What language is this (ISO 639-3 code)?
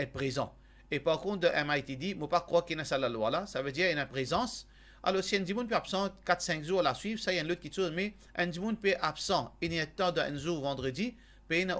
mfe